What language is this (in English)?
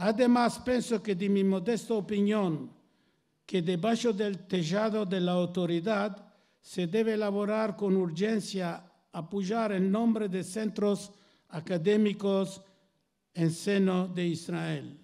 Ladino